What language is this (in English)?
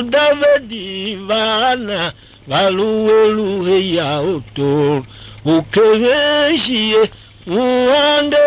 Tiv